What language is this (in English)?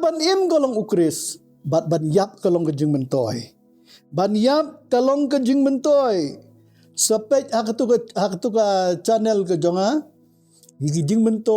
Khasi